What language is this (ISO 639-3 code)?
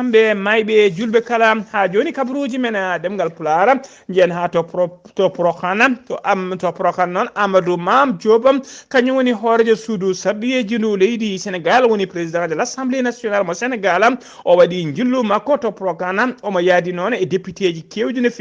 ful